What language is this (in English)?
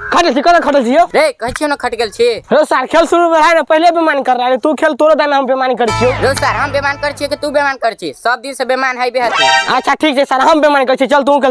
Maithili